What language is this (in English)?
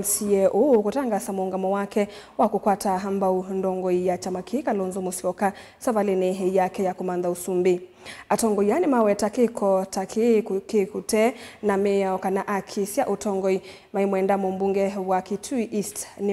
Kamba